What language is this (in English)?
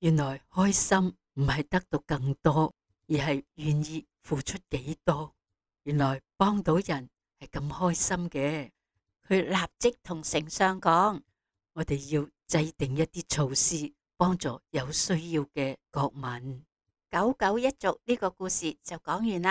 Cantonese